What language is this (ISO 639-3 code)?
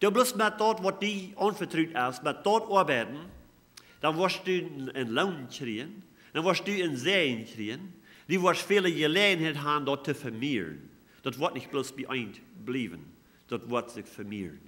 pdt